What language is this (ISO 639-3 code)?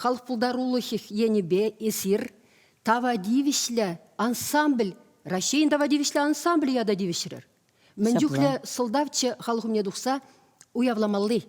chv